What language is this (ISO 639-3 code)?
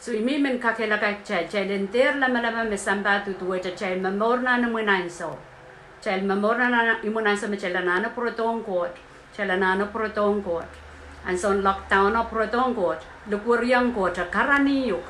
pon